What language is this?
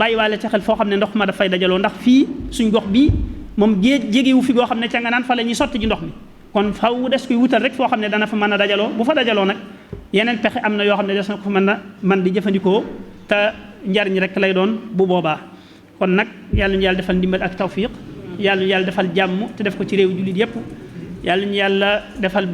Wolof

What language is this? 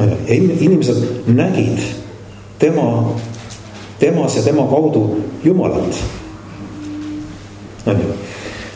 Estonian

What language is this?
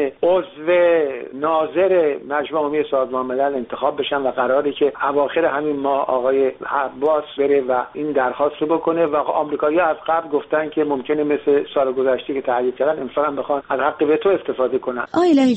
Persian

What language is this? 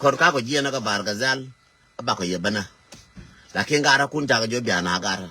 Nuer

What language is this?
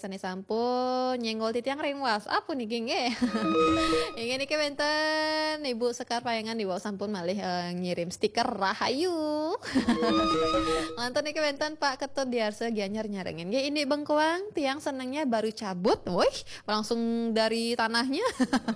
Balinese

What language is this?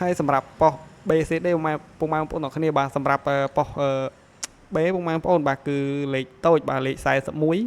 Khmer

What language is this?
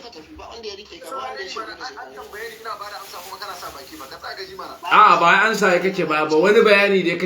Hausa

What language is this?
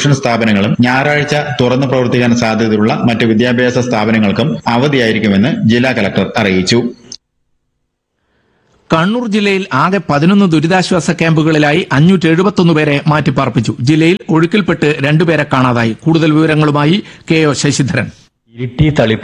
Malayalam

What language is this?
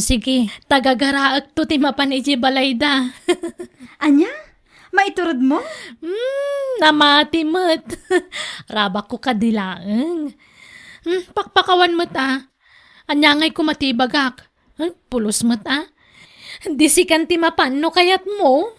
Iloko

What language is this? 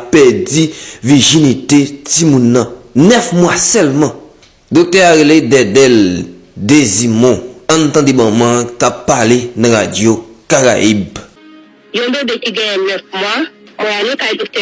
Haitian Creole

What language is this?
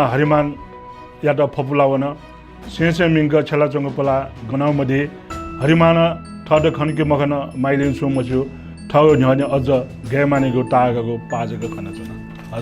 Newari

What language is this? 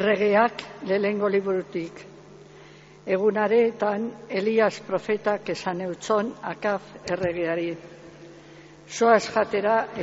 Basque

